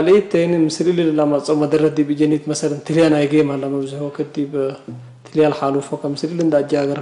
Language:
Tigre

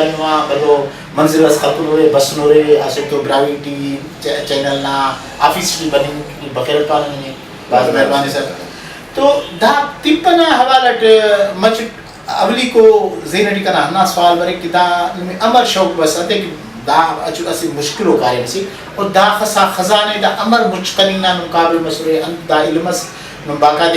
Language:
Brahui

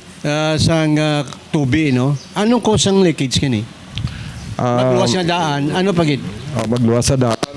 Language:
Hiligaynon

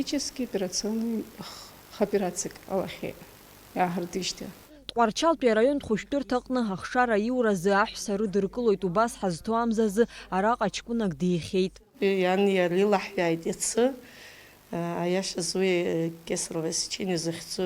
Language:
Abkhazian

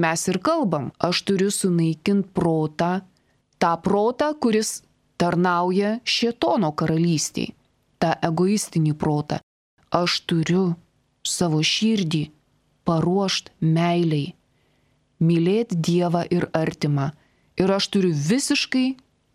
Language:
Lithuanian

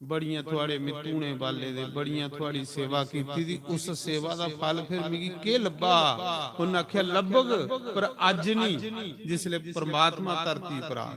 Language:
Dogri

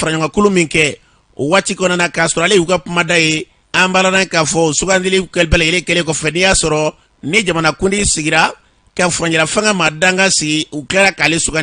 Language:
Bambara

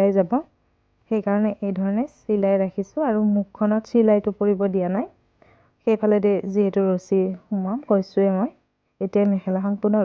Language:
Assamese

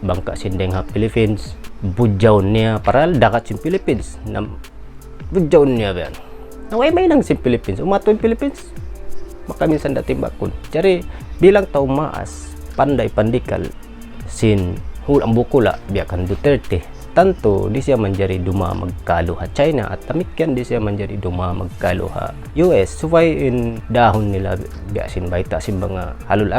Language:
Tausug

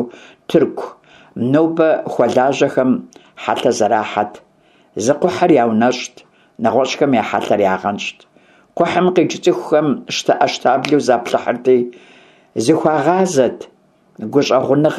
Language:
Kabardian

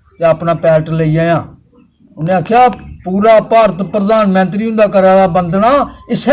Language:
Dogri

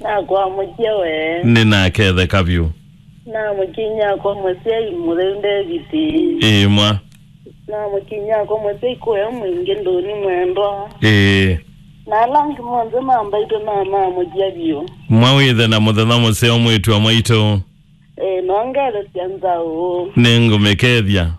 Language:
Kamba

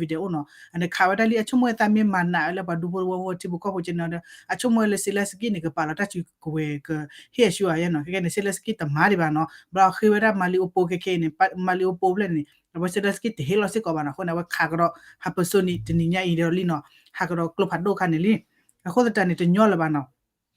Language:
S'gaw Karen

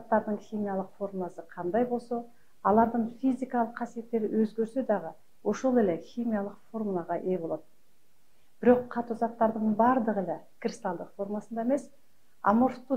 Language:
Kyrgyz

